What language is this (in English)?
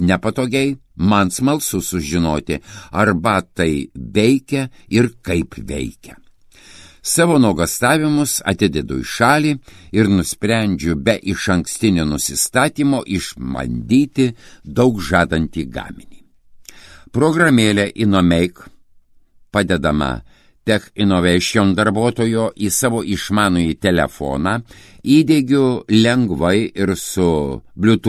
Lithuanian